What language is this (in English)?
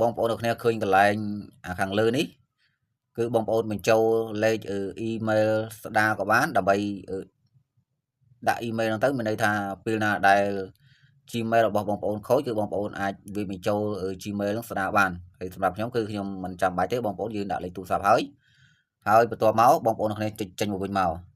Khmer